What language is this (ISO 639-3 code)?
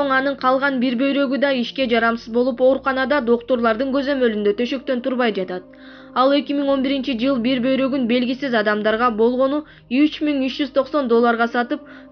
kir